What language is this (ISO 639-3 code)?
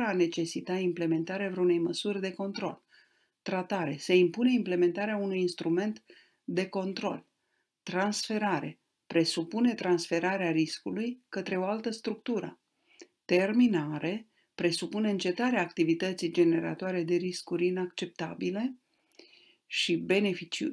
ron